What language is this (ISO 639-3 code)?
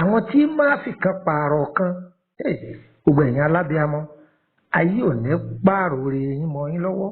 yor